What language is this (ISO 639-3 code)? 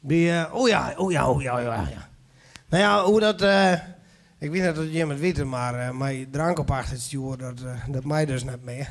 fry